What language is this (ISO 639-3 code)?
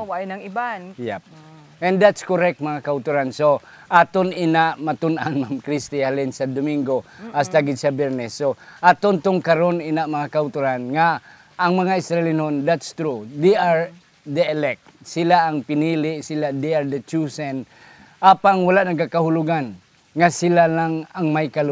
hil